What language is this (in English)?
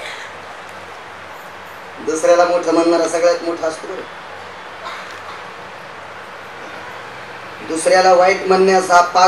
Marathi